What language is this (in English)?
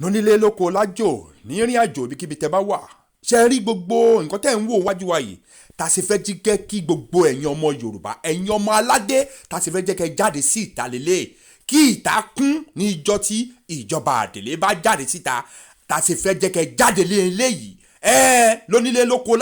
Yoruba